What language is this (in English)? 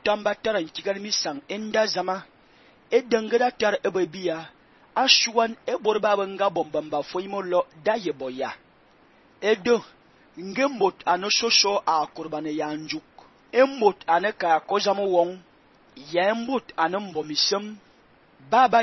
Fang